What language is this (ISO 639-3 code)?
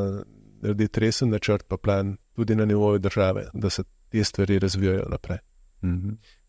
slv